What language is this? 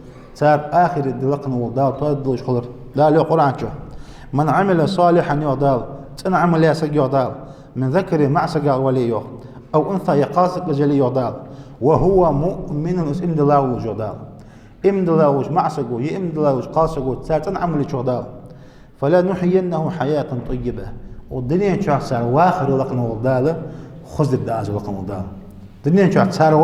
Ingush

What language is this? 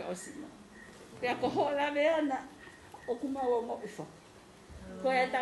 Tongan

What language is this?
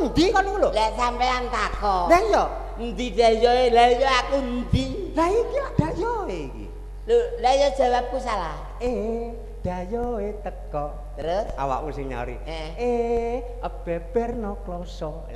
Javanese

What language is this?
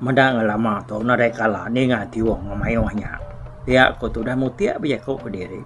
Iban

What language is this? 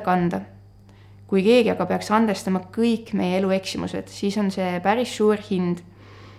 Estonian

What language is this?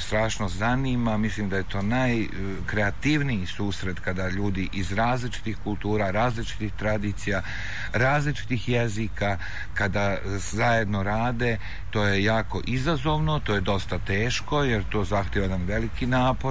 Serbian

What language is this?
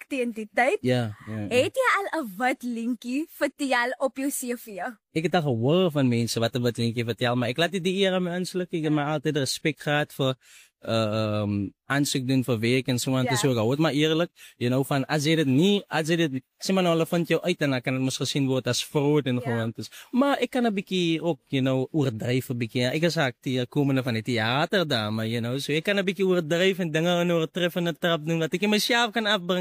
Afrikaans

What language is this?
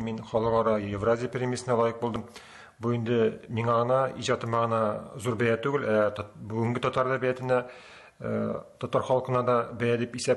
Tatar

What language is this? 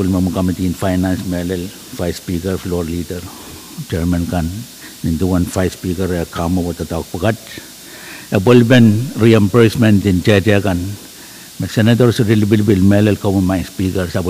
Pohnpeian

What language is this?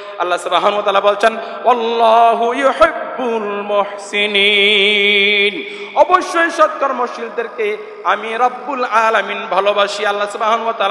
Bangla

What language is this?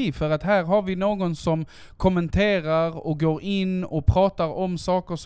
Swedish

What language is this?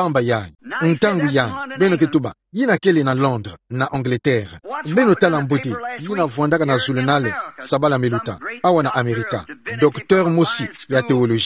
Kituba (Democratic Republic of Congo)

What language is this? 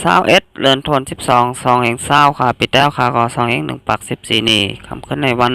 Shan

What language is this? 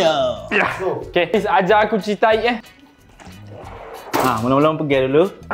Malay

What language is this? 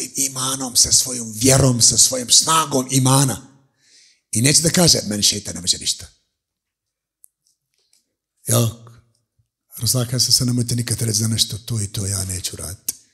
Bosnian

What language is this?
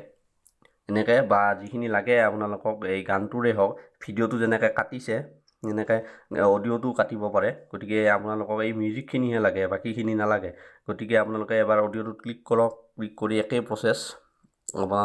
Assamese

